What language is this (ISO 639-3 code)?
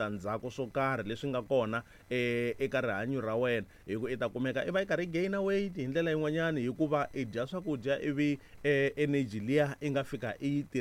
tso